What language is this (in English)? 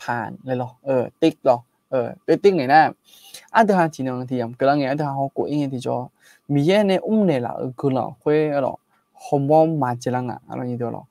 Akha